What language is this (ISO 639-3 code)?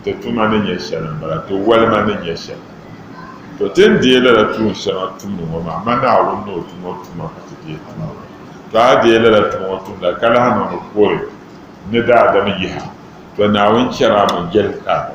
dag